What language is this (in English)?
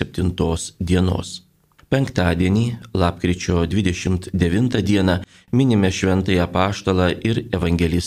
Lithuanian